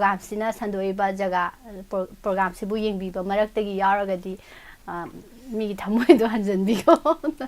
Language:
Manipuri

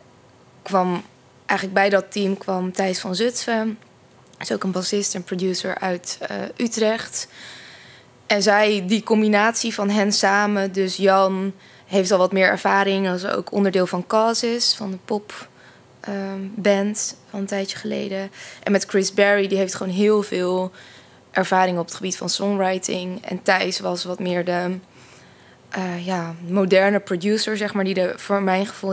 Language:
Dutch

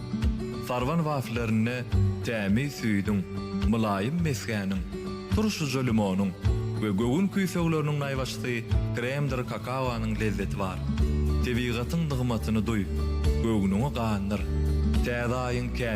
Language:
Turkmen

